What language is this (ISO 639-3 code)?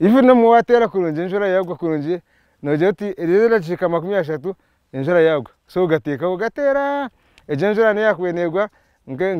nyn